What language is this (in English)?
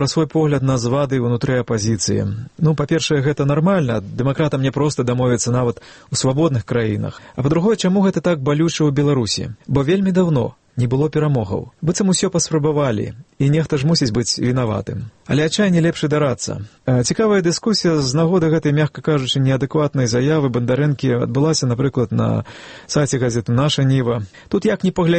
Belarusian